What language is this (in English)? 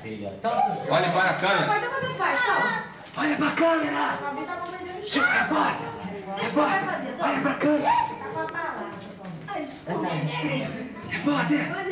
Portuguese